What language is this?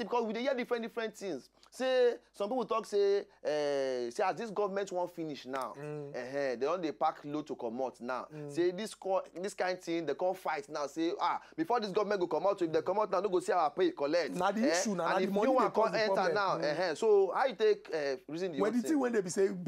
Nigerian Pidgin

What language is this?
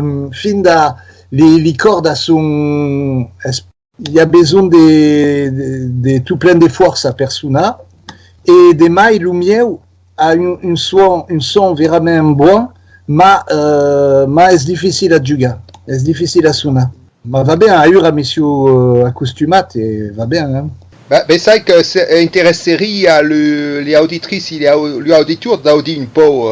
Occitan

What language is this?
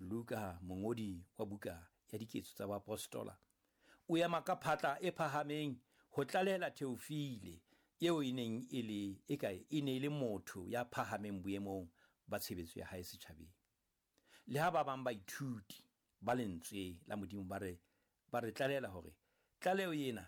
Southern Sotho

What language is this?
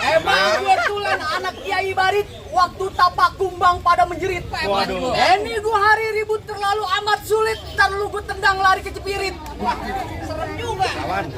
Betawi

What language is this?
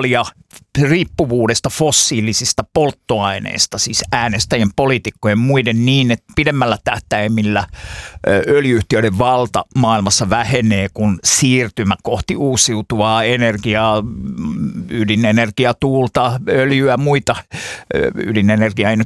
Finnish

